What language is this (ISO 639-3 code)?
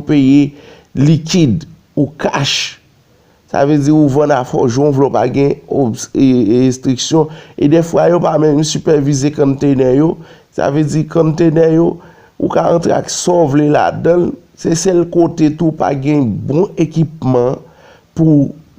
hat